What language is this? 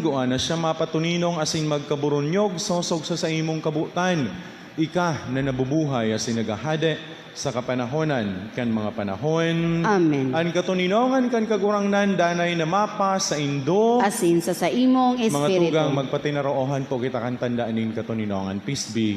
Bikol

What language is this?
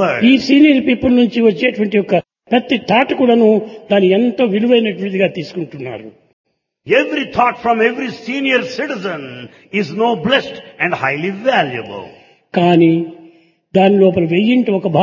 Telugu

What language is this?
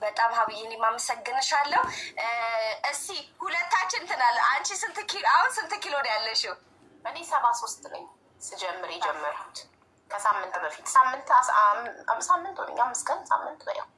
Amharic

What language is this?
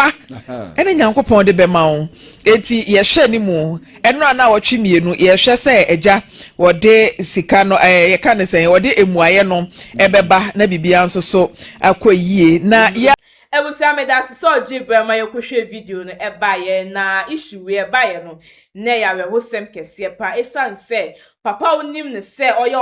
Akan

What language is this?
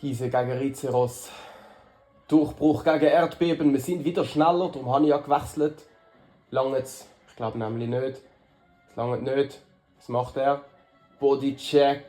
Swiss German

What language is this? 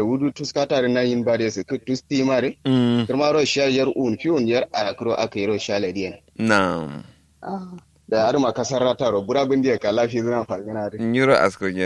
Kanuri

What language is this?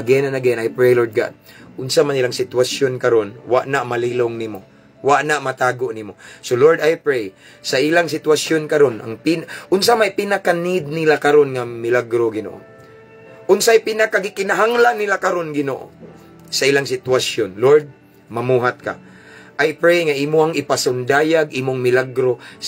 Cebuano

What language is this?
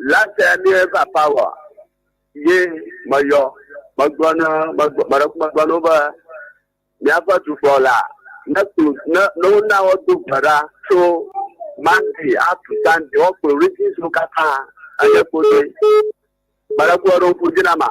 Ewe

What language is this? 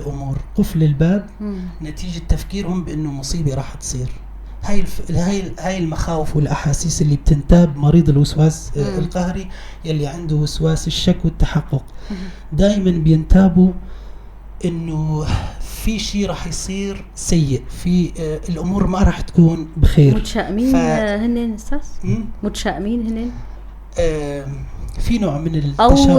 North Levantine Arabic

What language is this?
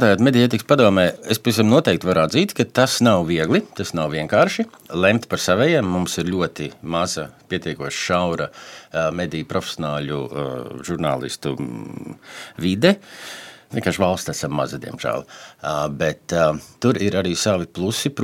Latvian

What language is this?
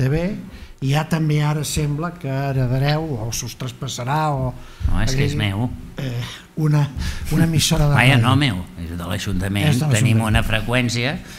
Catalan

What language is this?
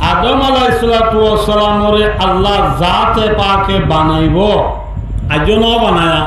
Rohingya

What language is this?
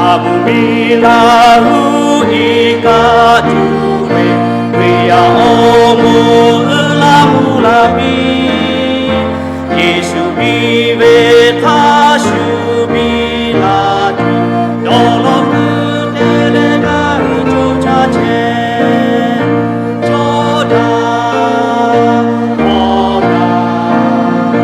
Lahu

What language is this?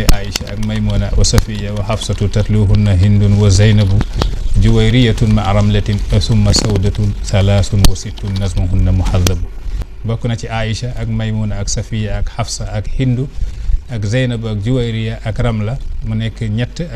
Wolof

